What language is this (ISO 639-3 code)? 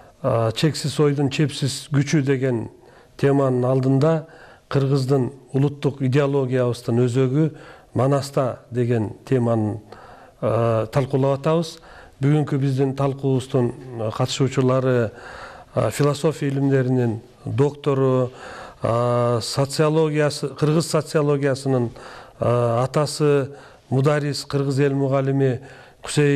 kir